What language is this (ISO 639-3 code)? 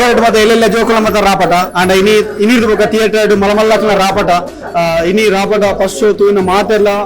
tcy